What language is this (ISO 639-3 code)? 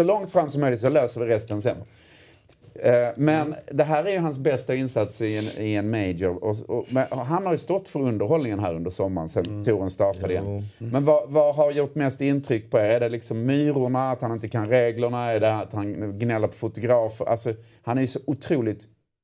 swe